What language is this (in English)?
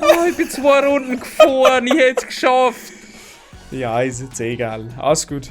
Bavarian